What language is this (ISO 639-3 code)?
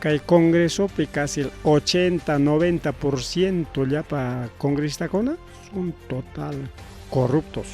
quy